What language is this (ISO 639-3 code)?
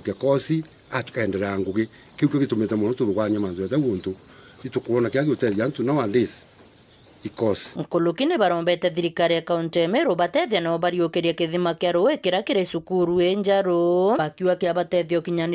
mer